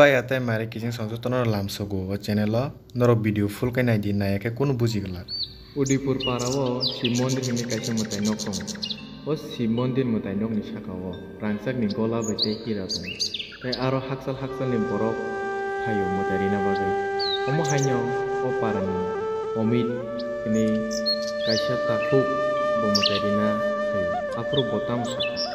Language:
Kok Borok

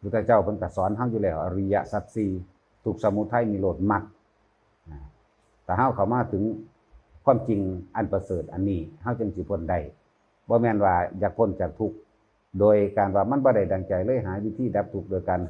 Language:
Northeastern Thai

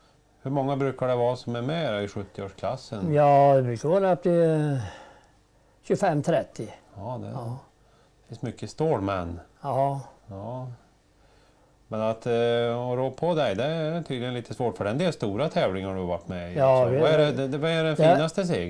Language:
Swedish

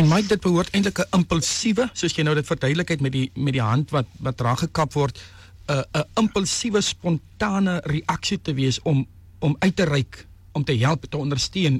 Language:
Afrikaans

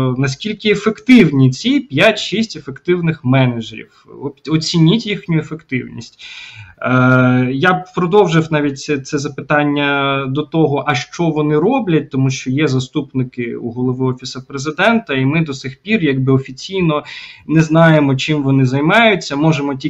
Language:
Ukrainian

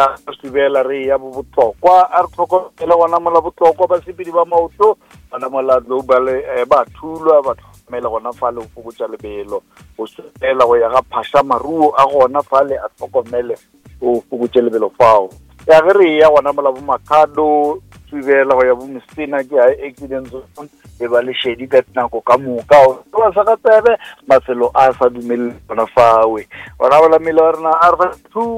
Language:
Northern Sotho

